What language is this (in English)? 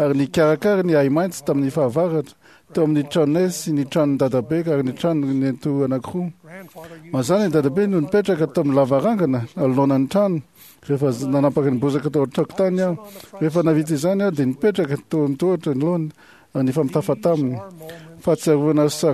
Malagasy